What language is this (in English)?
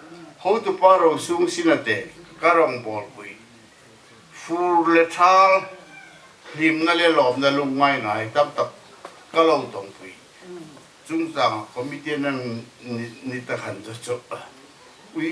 Hmar